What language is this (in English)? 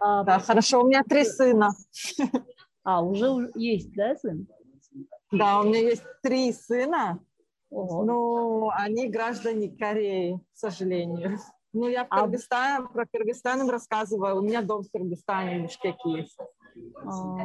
Russian